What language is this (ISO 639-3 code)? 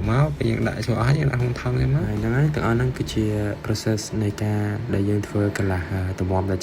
khm